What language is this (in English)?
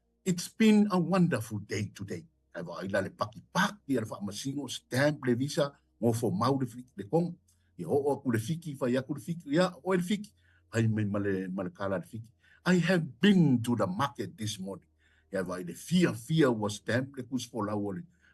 Samoan